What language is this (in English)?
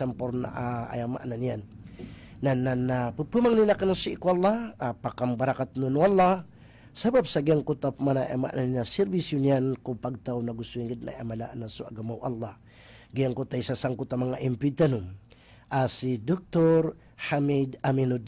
Maranao